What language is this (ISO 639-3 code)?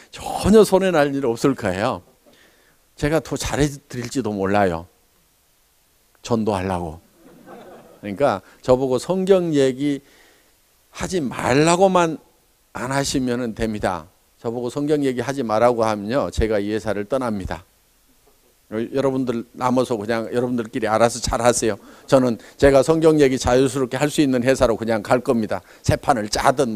kor